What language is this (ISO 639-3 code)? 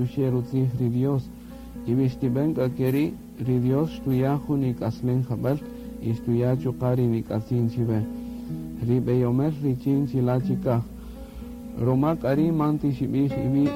cak